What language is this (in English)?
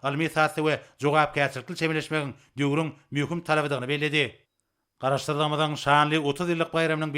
Turkmen